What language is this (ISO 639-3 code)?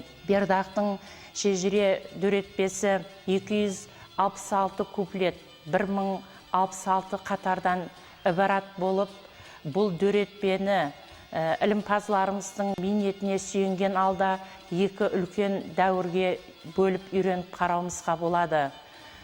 kaa